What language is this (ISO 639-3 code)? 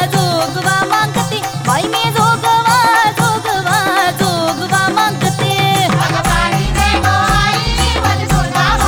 mar